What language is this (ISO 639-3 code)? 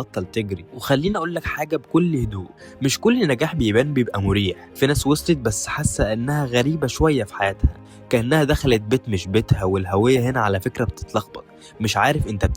arz